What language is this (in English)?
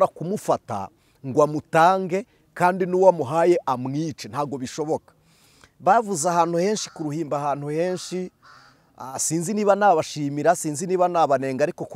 Kinyarwanda